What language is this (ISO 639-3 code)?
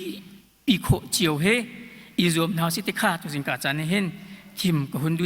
cnh